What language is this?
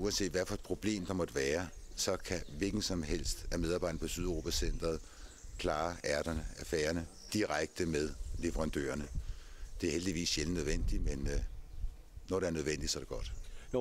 Danish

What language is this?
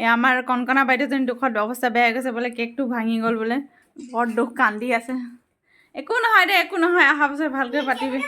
Assamese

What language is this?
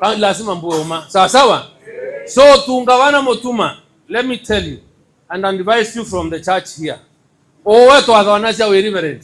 Meru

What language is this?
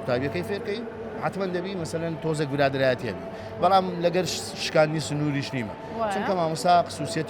Central Kurdish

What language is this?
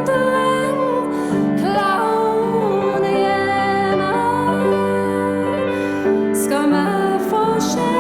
Irish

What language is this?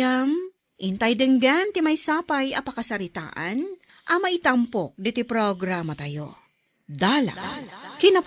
Iloko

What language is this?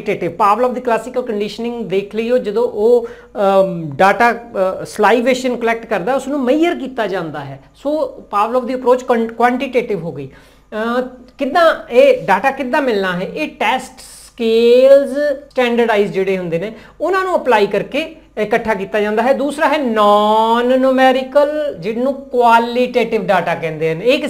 Punjabi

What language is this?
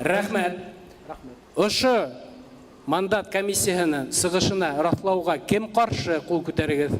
Bashkir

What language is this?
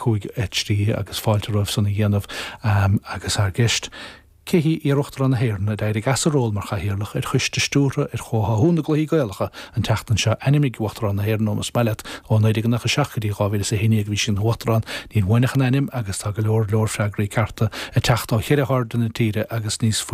Irish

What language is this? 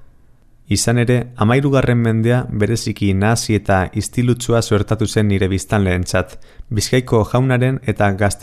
Basque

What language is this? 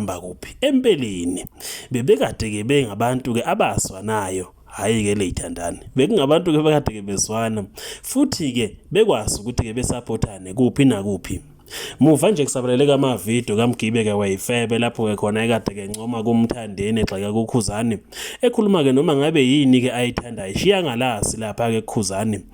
Zulu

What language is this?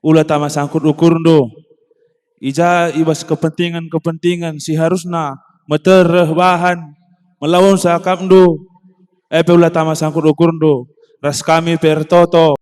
Batak Karo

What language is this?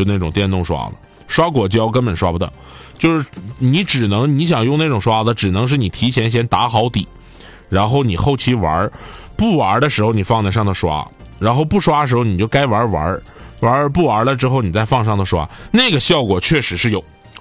Chinese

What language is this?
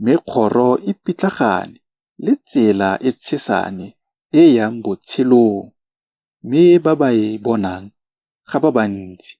Tswana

